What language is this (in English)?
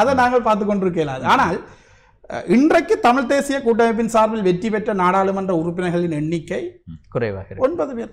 Tamil